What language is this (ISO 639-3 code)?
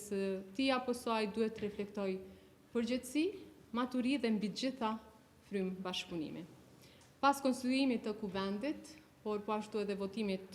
sqi